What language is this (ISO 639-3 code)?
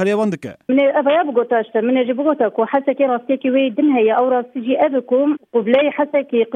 kur